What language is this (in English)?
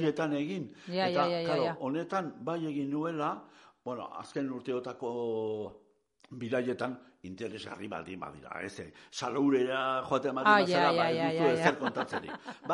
Basque